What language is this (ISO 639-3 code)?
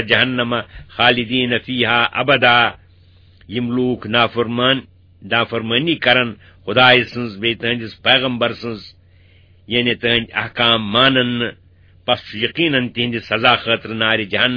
kas